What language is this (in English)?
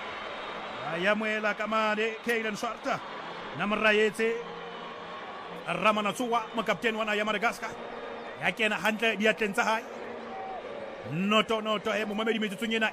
Southern Sotho